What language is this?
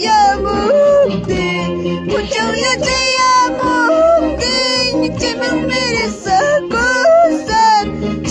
Ayacucho Quechua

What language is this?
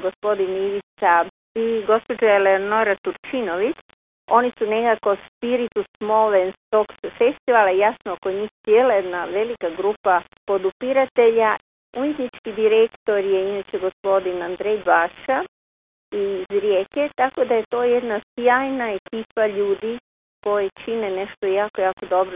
Croatian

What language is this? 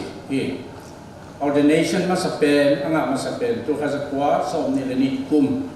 Tedim Chin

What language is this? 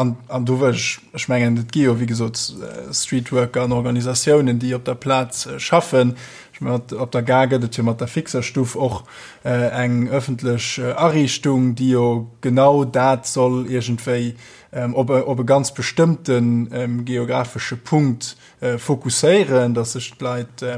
Luxembourgish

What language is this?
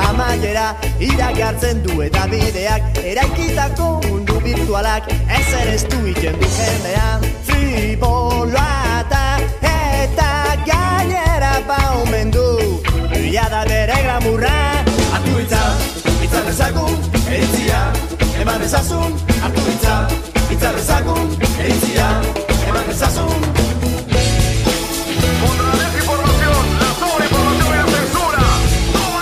Basque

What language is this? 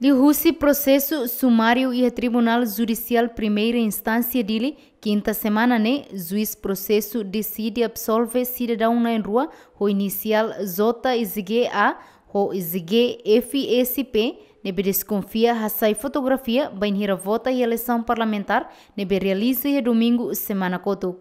Tetum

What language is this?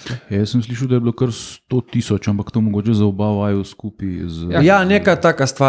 Slovenian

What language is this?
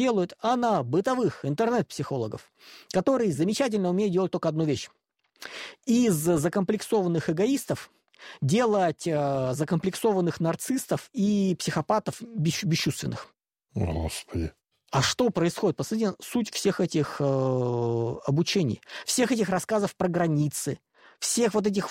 Russian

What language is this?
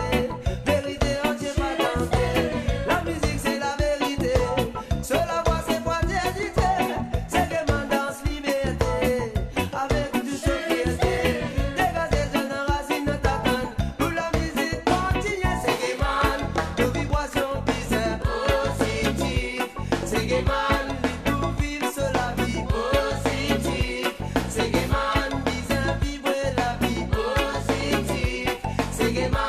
Morisyen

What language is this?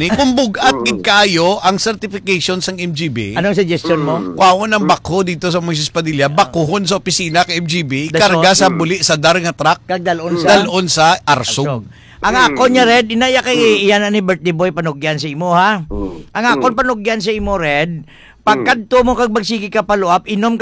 Hiligaynon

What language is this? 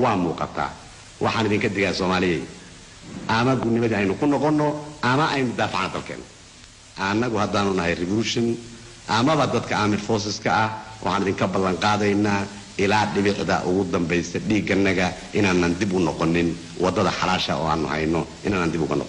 Somali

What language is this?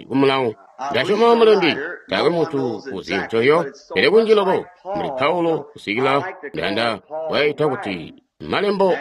Tonga (Zambia)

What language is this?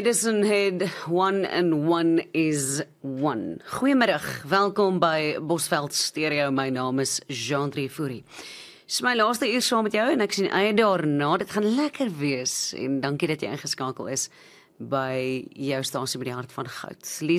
Afrikaans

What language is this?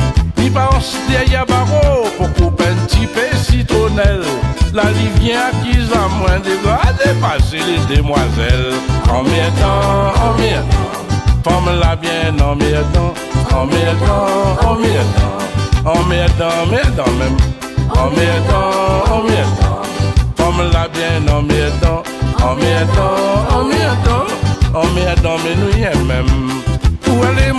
Réunion Creole French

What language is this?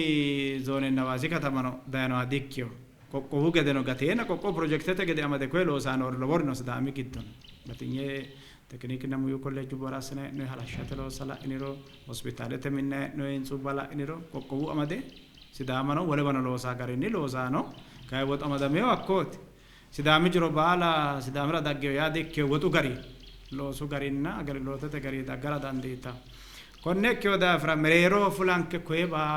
Sidamo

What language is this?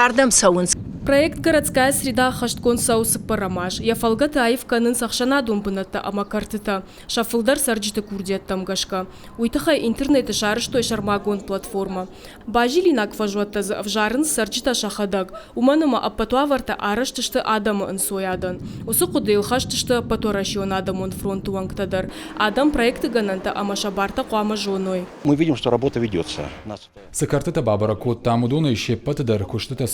Ossetic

